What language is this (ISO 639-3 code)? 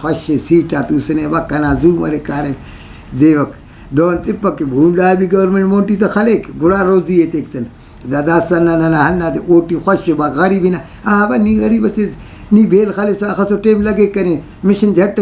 brh